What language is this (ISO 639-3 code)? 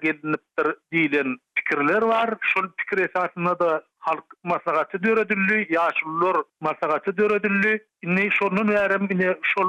tuk